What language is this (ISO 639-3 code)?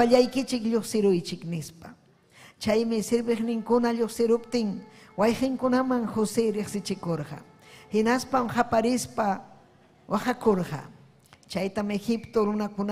quy